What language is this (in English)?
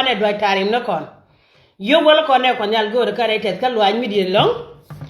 Nuer